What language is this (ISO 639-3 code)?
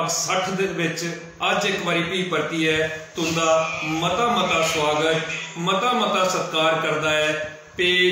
doi